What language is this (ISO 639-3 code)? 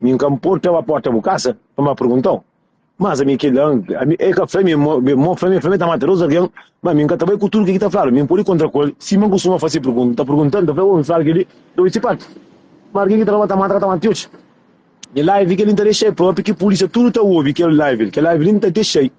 kea